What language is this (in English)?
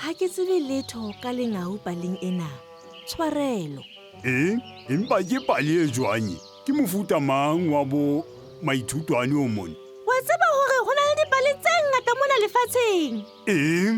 Southern Sotho